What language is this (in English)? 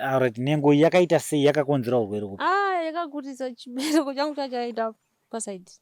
Shona